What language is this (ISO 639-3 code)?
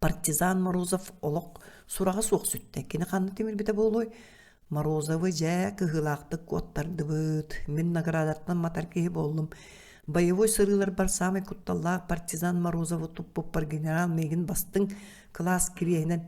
sah